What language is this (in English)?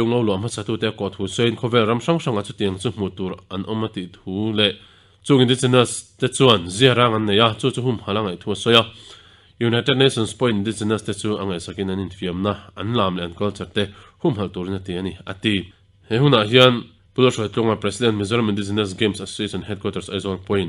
Mizo